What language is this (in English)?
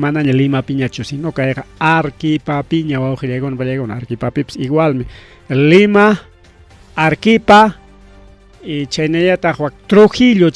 Ayacucho Quechua